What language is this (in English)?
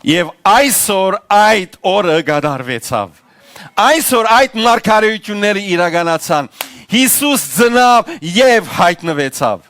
Western Armenian